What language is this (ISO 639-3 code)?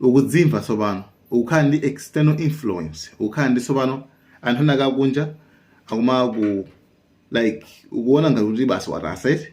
nya